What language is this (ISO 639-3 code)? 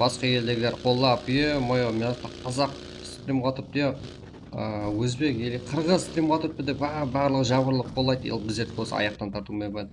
kaa